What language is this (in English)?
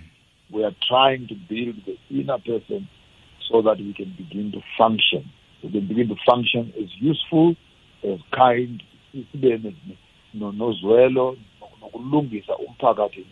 South Ndebele